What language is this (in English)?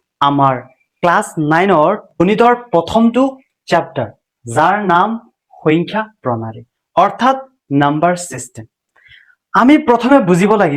Assamese